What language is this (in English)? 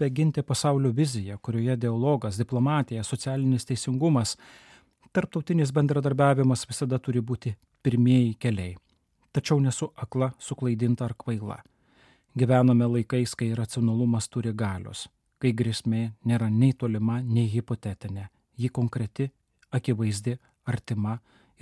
Lithuanian